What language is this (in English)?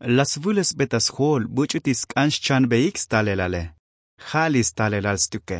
Tzotzil